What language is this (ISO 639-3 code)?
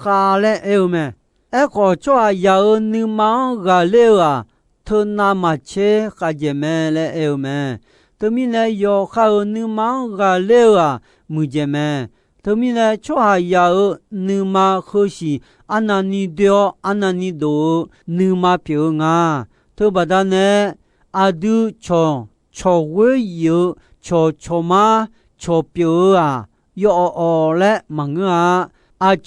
ahk